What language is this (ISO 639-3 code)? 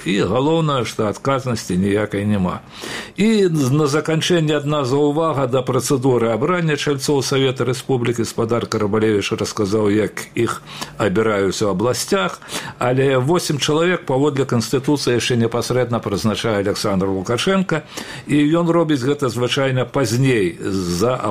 bel